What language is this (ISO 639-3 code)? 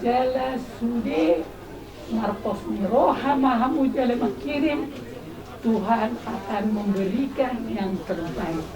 bbc